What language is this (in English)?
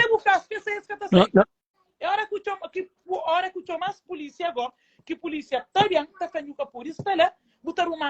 Kabuverdianu